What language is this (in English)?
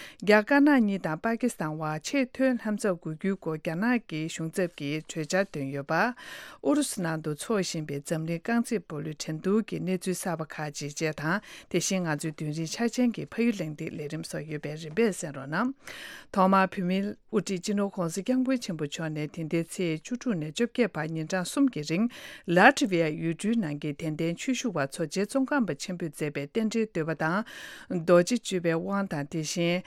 Tibetan